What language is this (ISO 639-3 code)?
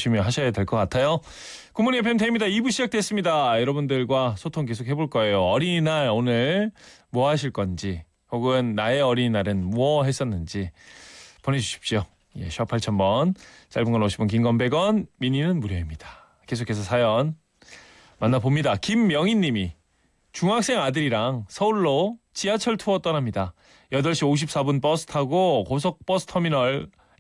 kor